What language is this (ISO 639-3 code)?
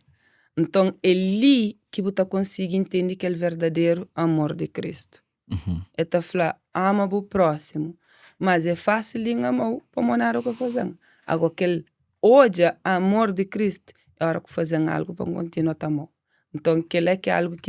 kea